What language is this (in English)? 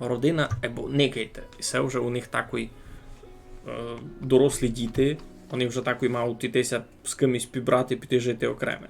Rusyn